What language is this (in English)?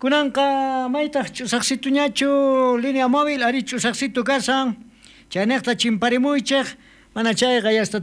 South Bolivian Quechua